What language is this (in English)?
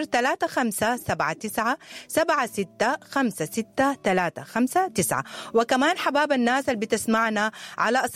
Sudanese Arabic